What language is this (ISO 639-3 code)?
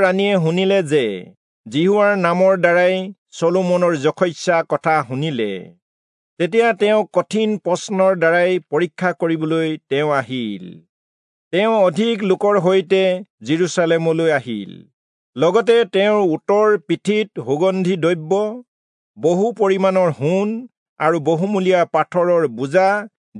asm